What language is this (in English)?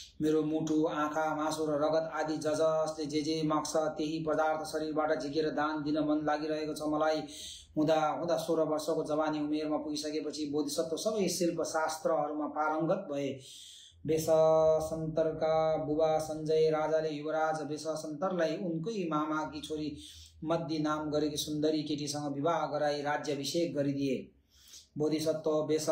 Nepali